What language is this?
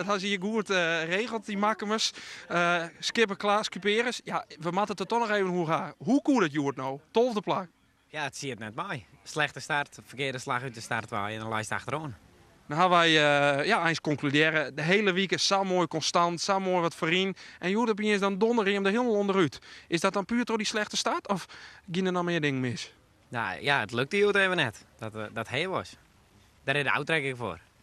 Western Frisian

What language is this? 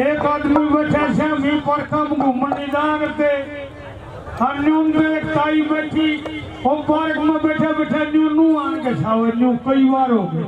Haryanvi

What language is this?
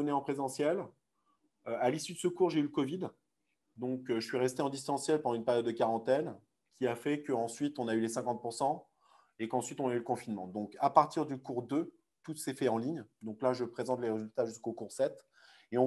French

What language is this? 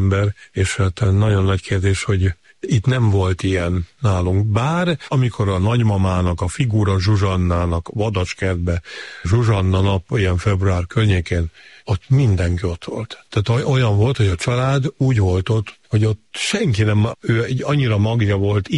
Hungarian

